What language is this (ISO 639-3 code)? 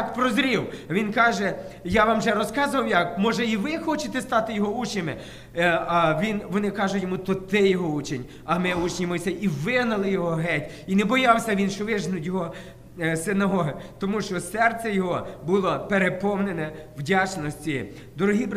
ukr